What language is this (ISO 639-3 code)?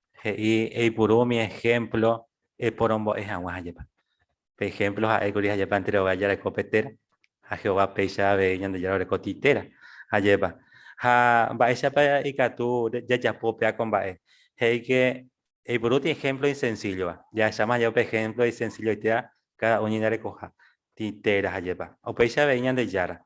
grn